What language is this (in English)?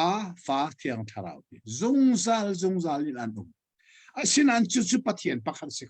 Hakha Chin